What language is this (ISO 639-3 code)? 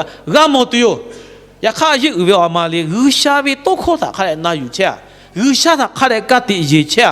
lhu